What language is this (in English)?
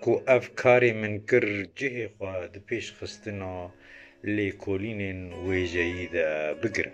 Kurdish